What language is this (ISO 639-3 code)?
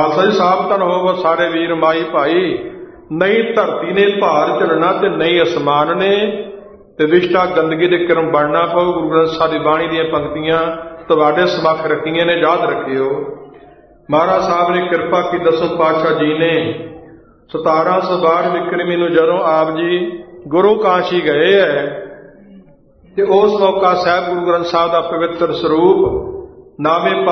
pan